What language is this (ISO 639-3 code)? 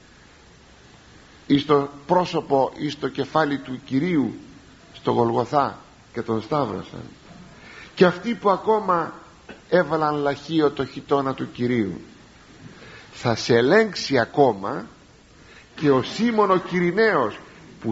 ell